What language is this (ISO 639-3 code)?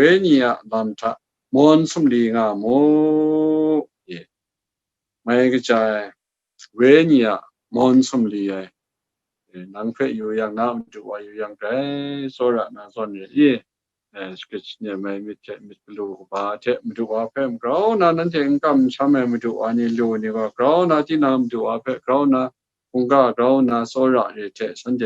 kac